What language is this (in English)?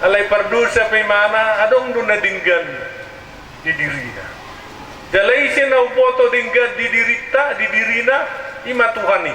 Batak Toba